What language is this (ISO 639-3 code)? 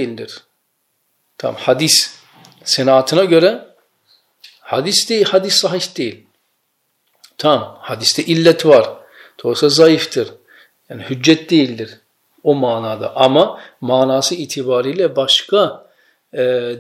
tur